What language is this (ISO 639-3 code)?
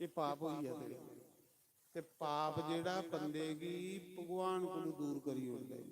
doi